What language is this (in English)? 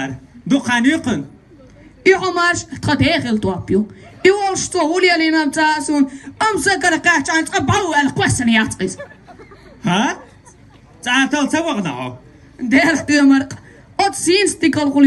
Chechen